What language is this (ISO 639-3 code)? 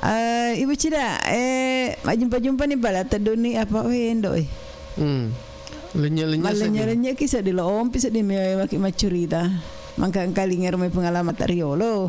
bug